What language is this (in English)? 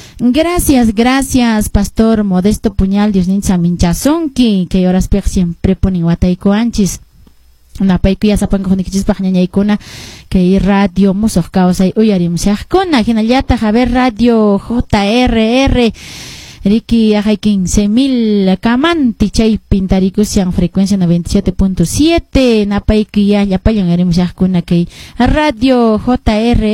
Quechua